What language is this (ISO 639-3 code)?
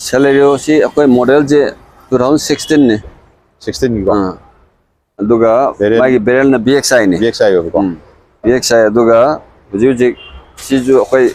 mni